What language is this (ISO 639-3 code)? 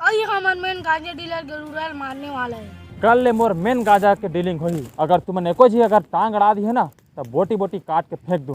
hne